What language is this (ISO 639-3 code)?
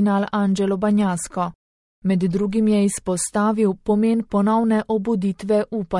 slv